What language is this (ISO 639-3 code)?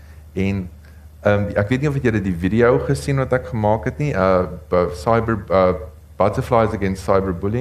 afr